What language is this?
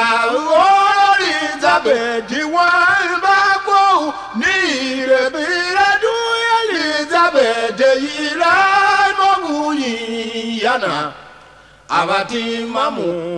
Tiv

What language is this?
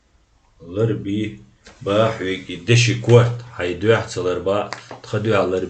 Chechen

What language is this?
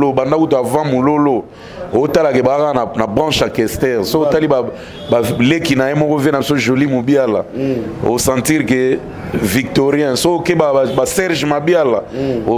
Lingala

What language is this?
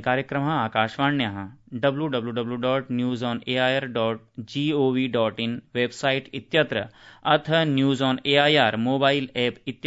Sanskrit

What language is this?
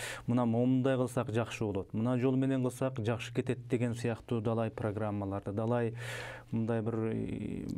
Kyrgyz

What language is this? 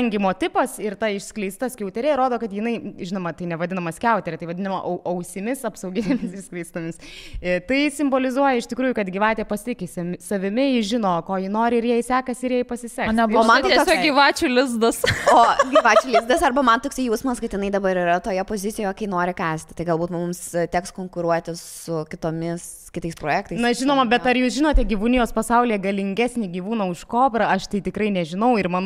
Lithuanian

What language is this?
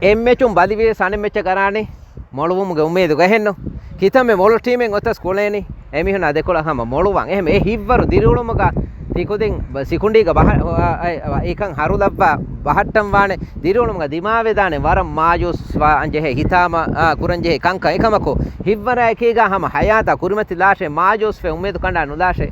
Divehi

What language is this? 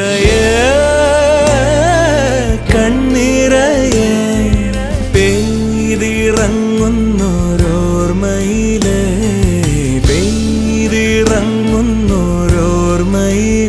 Malayalam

